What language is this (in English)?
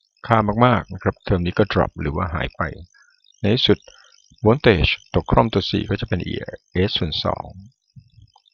Thai